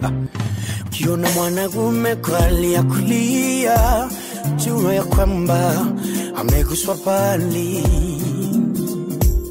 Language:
Swahili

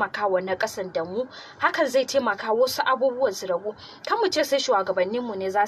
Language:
Hausa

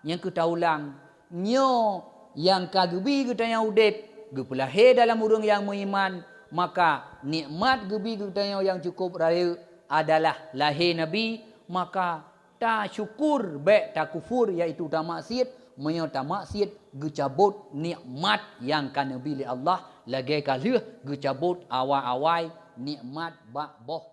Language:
Achinese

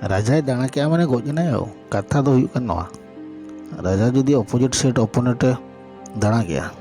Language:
Santali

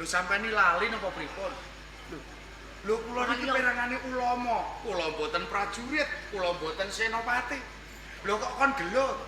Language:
Javanese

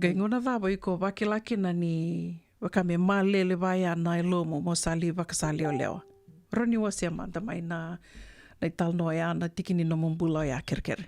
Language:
Fijian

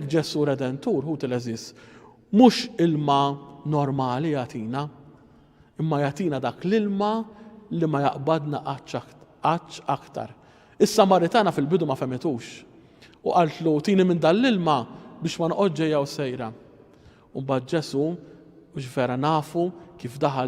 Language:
Maltese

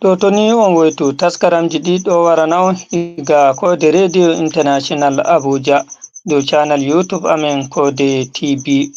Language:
Fula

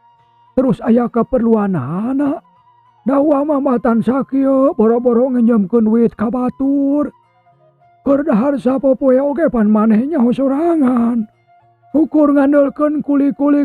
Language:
Sundanese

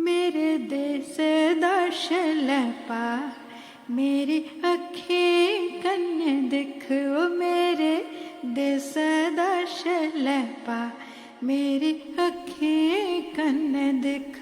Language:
Dogri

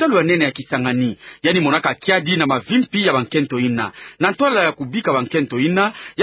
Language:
Kituba (Democratic Republic of Congo)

